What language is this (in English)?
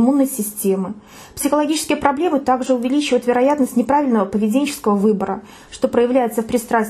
Russian